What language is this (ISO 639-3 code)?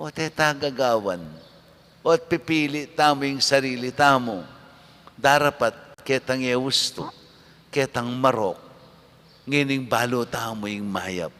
pam